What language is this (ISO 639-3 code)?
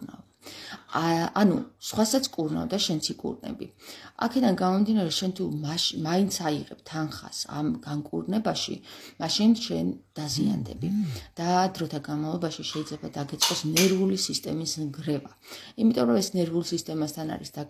kat